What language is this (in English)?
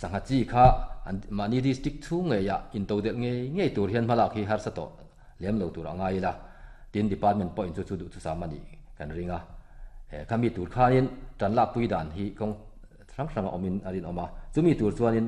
Mizo